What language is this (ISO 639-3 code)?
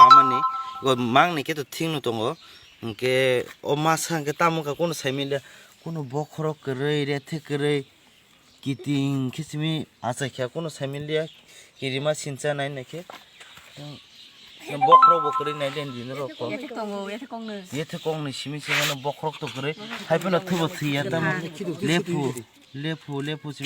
trp